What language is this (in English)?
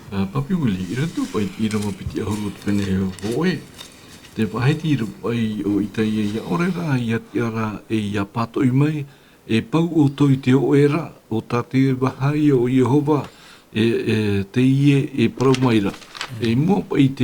Tahitian